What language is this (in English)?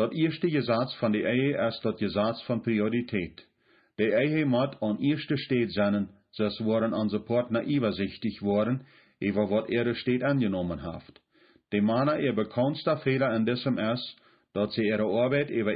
Plautdietsch